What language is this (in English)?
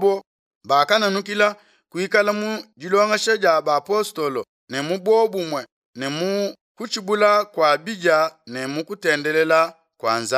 Luba-Lulua